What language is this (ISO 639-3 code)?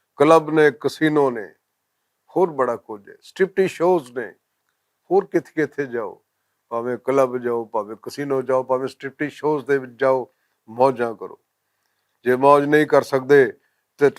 lah